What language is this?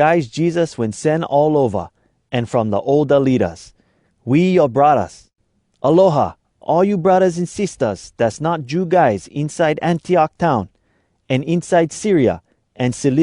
Hawai'i Creole English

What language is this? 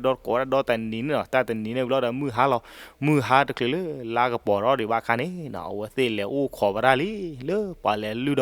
S'gaw Karen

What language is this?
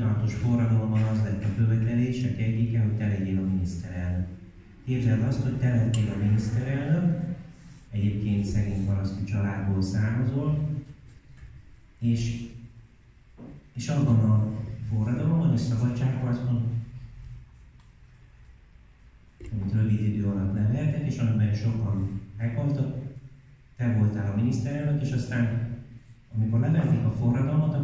Hungarian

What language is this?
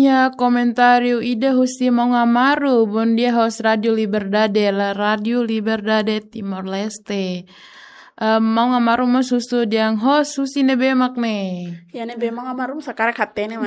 Tetum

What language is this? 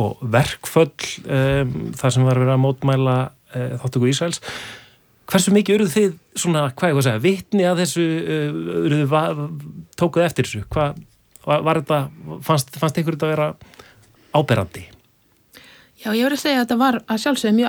Icelandic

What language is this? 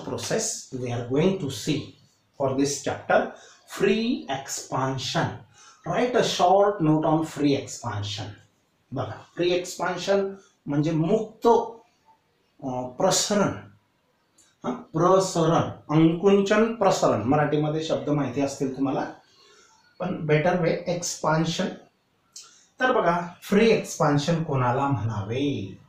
Marathi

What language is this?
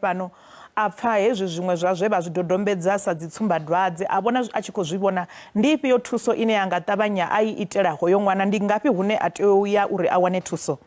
Venda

